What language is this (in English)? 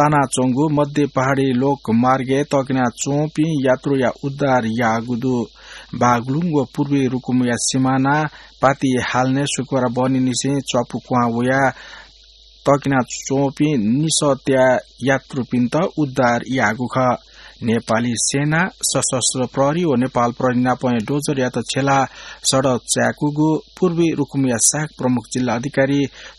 Newari